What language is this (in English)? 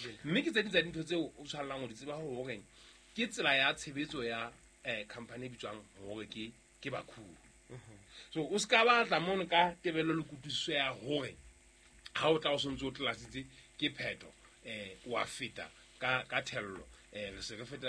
Southern Sotho